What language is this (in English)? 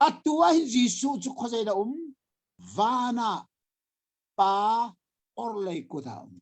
Hakha Chin